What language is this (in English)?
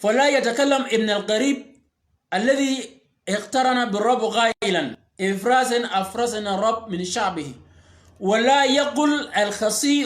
Shilluk